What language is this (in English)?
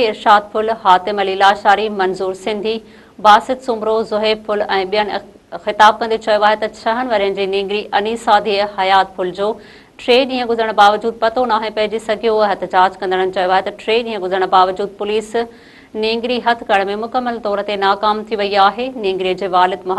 Sindhi